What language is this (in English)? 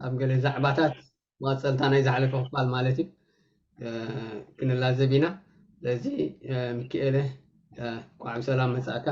Tigrinya